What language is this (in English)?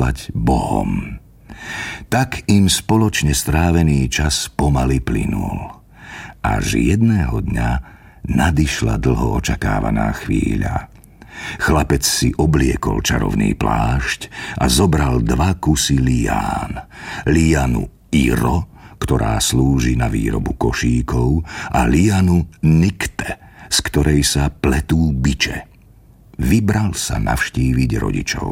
Slovak